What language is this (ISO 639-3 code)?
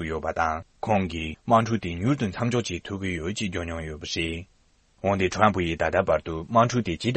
bod